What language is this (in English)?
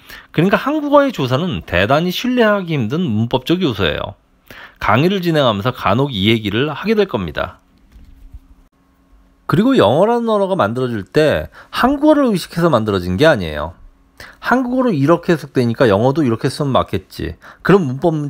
Korean